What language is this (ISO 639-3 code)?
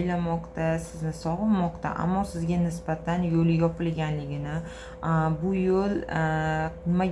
uzb